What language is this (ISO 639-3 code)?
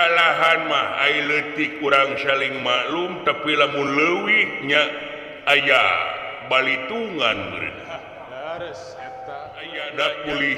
sun